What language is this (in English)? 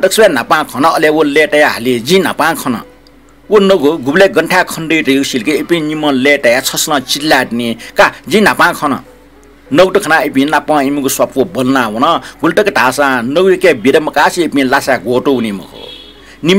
Newari